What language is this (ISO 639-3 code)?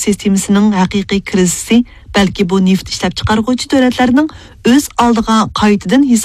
uig